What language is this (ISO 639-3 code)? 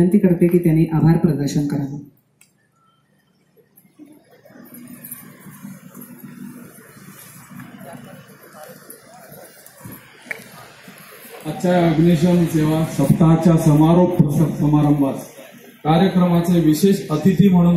mar